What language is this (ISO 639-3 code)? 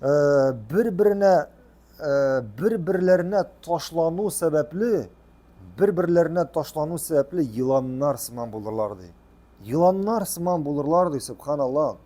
tat